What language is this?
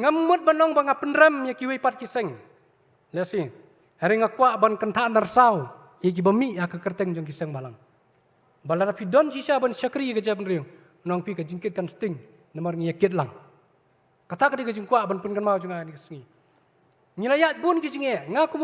Khasi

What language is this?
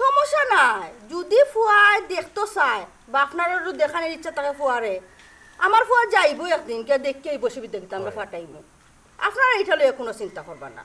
Sylheti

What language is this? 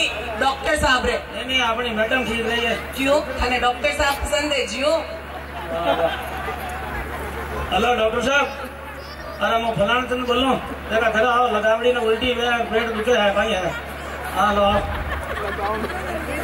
Hindi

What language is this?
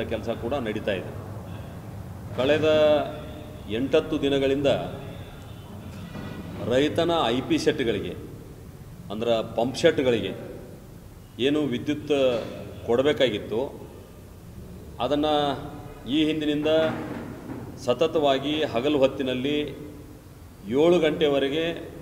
Kannada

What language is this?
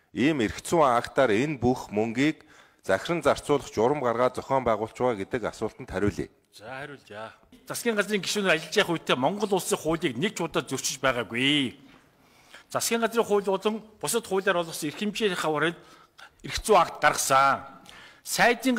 Mongolian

